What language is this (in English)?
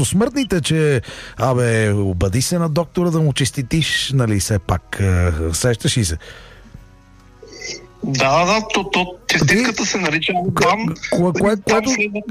Bulgarian